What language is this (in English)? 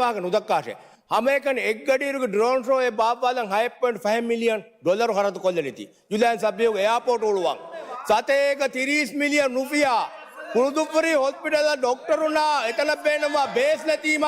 Divehi